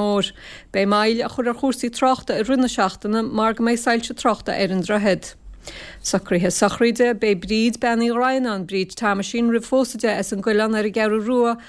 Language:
Irish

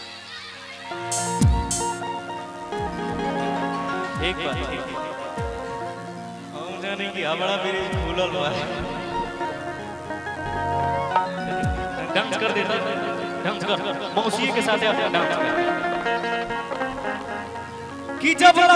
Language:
Bhojpuri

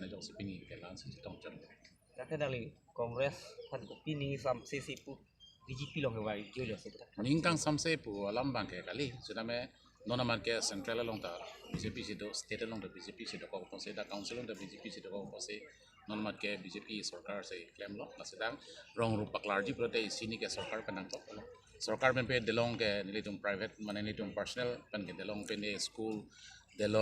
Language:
Karbi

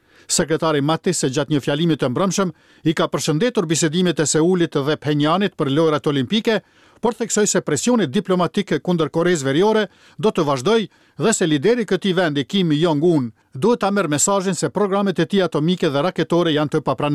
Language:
Albanian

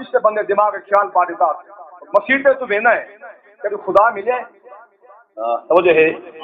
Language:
Saraiki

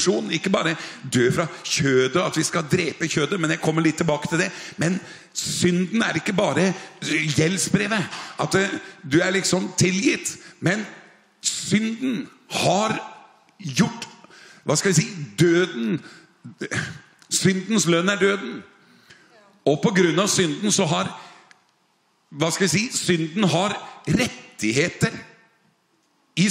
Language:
Norwegian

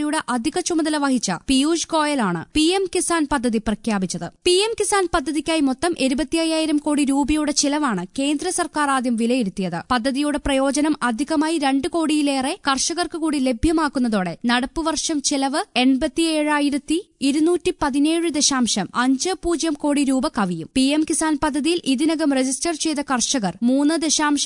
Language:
Malayalam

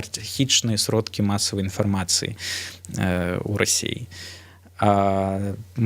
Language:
Belarusian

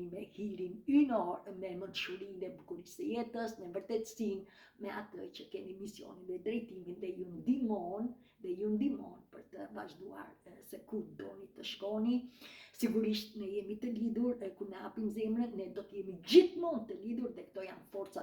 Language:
Albanian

